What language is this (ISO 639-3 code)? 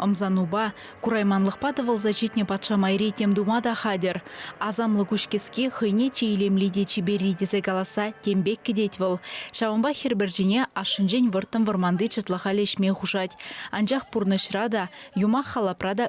chv